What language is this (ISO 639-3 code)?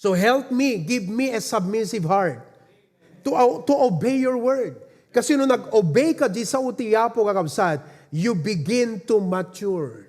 ilo